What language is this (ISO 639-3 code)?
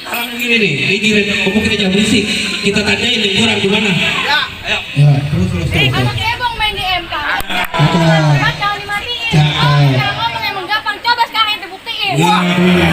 bew